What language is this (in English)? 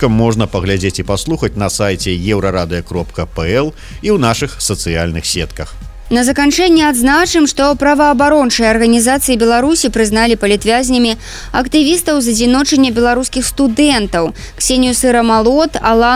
Belarusian